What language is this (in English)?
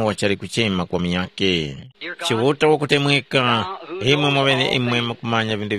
Tumbuka